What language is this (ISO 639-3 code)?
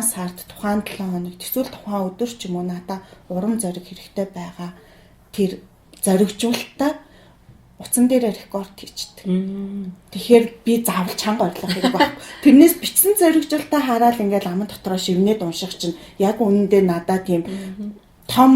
mon